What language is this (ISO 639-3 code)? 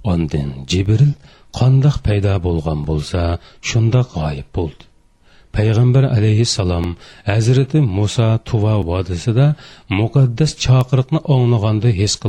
uig